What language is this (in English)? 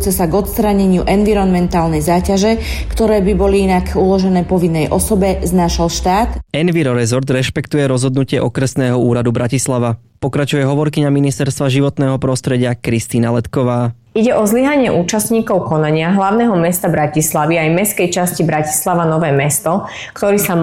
Slovak